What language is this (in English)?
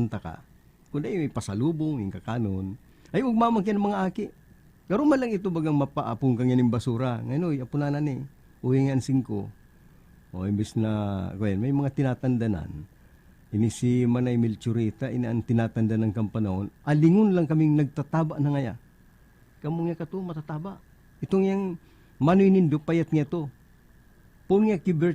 Bikol